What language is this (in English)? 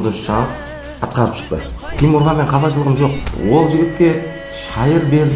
Kara-Kalpak